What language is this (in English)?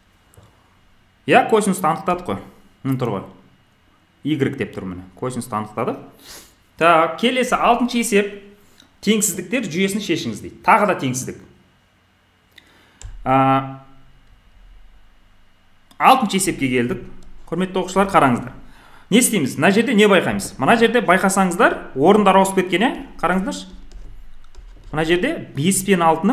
Kazakh